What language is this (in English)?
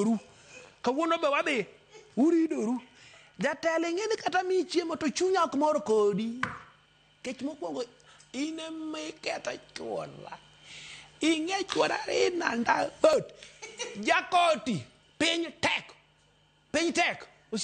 Luo (Kenya and Tanzania)